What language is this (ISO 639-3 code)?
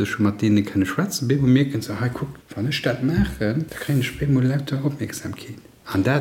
ltz